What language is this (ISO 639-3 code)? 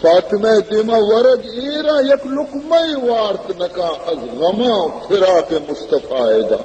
bal